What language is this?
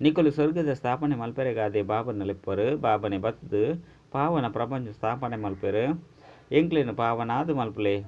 Tulu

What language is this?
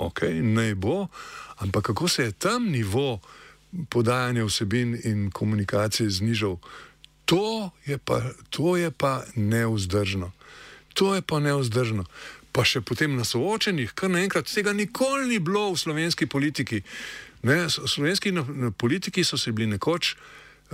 Slovenian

